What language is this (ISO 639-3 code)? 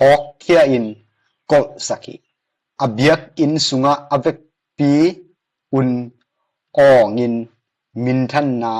ctd